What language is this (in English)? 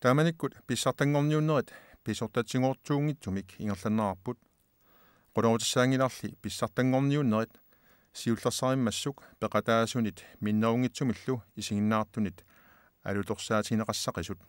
Kalaallisut